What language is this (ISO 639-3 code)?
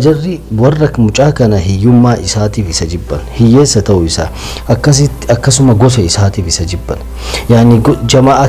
orm